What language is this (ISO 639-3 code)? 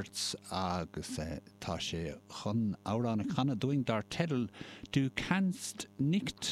gle